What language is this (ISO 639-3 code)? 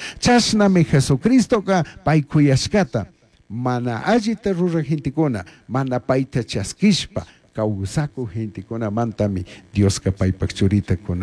qug